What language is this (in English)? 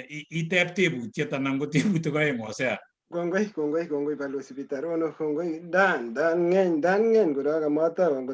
Kalenjin